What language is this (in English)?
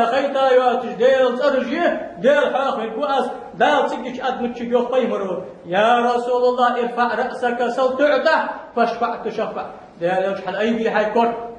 Ingush